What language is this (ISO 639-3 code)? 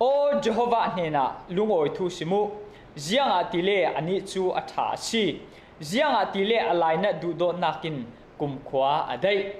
cfm